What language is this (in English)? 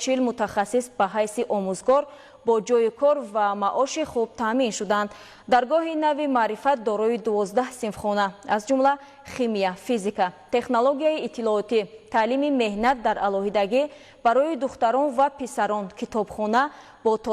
Tajik